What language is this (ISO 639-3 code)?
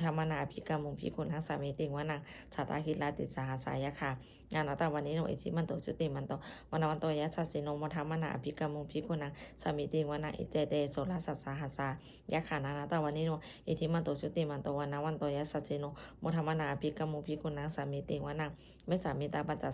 pli